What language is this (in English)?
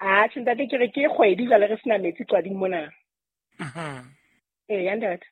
Southern Sotho